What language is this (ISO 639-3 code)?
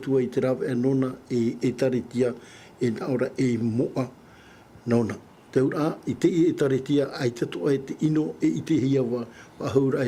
tah